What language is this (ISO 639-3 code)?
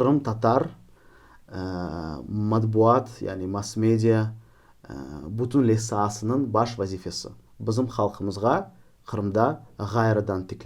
crh